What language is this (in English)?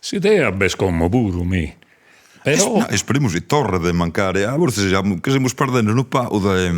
Sardinian